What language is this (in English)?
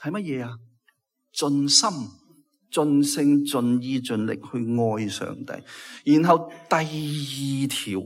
Cantonese